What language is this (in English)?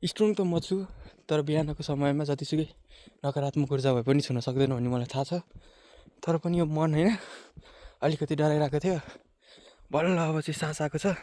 Nepali